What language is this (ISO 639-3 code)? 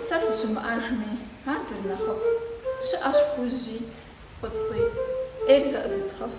kbd